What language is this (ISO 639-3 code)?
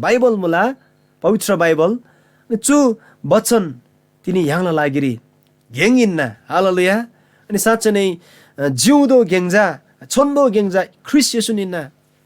taj